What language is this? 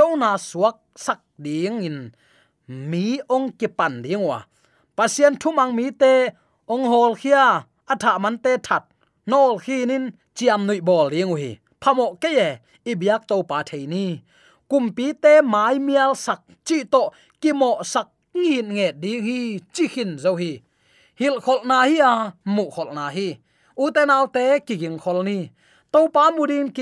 Tedim Chin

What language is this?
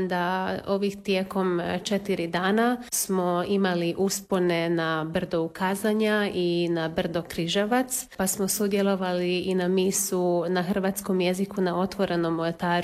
Croatian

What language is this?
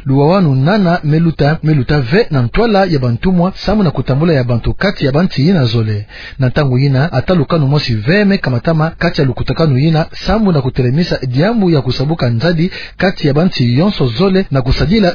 Kituba (Democratic Republic of Congo)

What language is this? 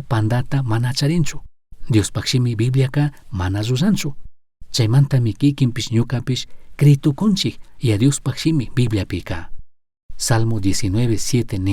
Chimborazo Highland Quichua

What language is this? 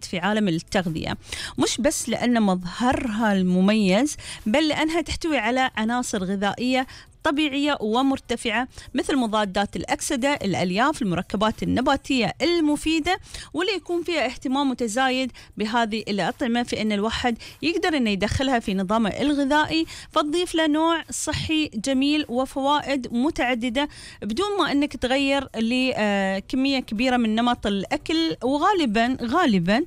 Gulf Arabic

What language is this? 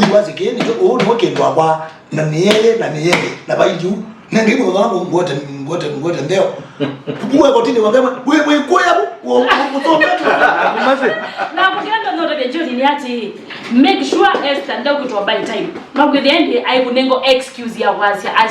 Kamba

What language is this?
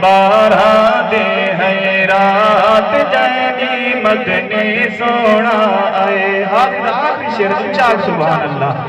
Saraiki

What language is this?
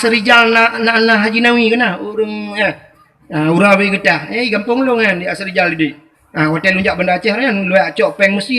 Achinese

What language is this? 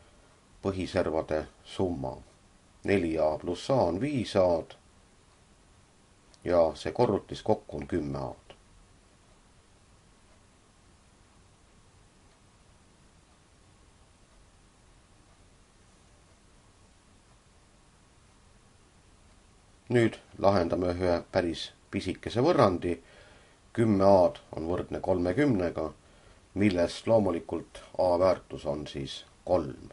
Estonian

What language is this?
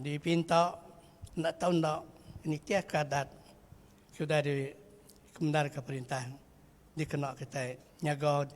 Iban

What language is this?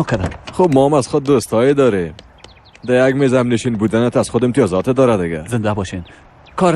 Persian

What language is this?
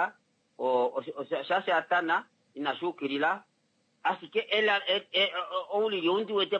Kuanyama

